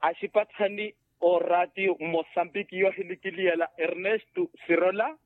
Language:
Makhuwa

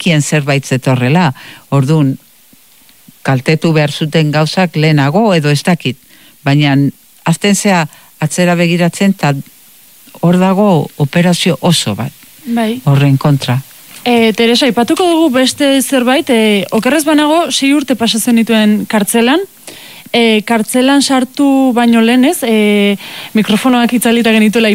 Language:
Basque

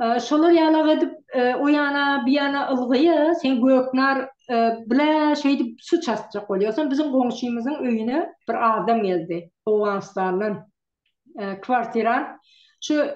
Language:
Turkmen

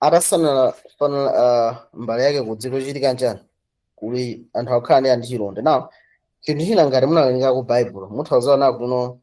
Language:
Nyanja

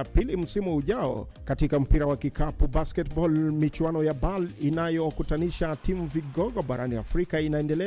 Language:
Swahili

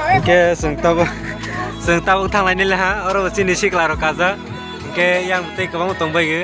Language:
Kok Borok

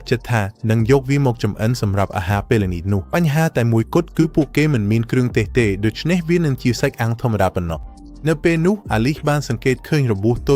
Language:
Khmer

